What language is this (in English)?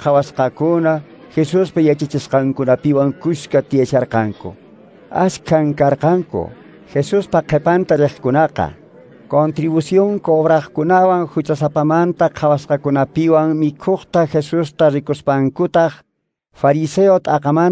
Quechua